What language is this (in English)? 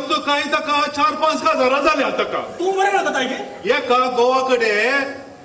Konkani